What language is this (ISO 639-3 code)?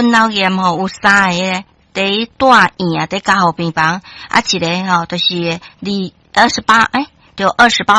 nan